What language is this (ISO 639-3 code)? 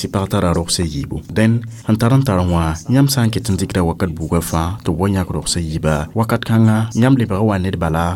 mos